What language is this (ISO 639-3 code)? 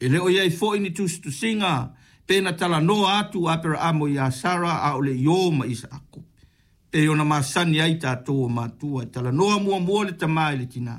smo